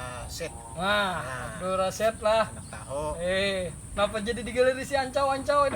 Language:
Banjar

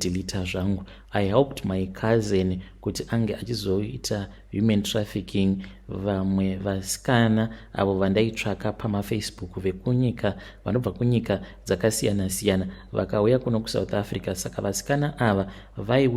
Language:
Shona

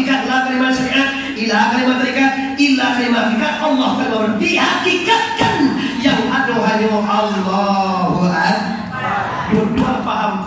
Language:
Minangkabau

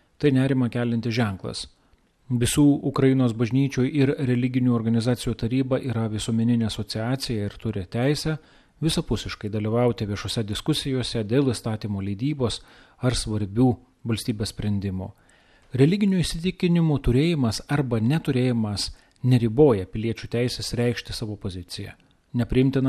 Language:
Lithuanian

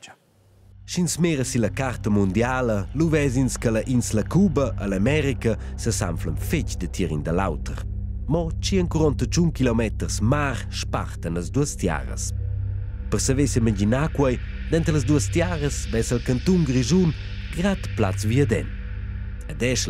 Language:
Romansh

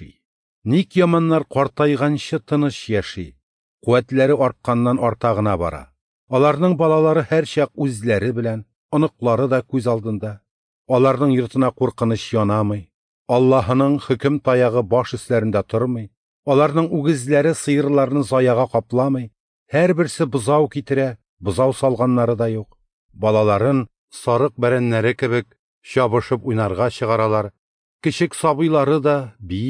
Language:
Tatar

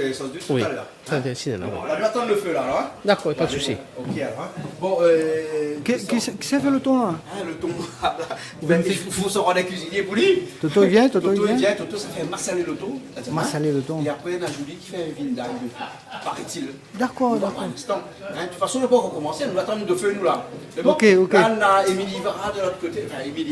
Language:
Réunion Creole French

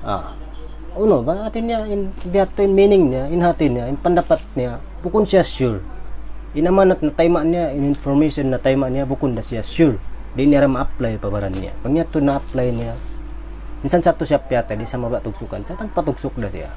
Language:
Tausug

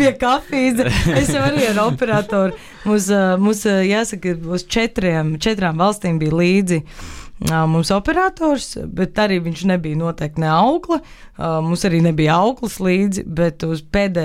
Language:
Latvian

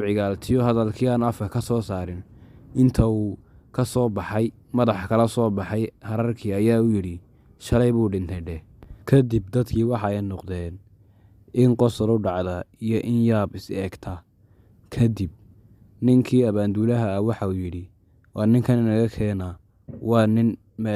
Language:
Somali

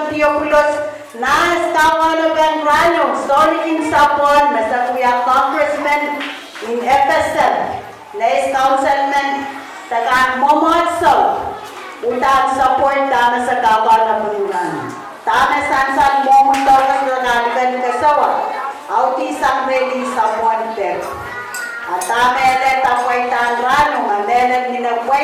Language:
Pohnpeian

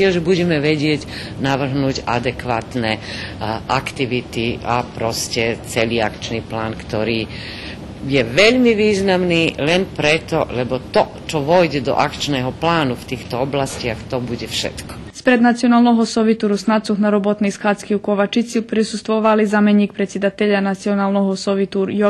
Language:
Rusyn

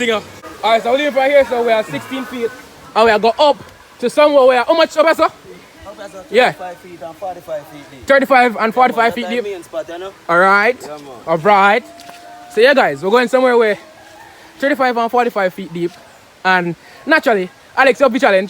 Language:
Jamaican Creole English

